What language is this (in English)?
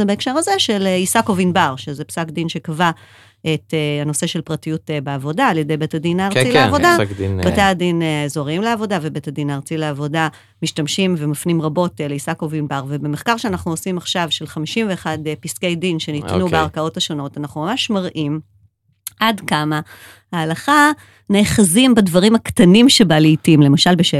Hebrew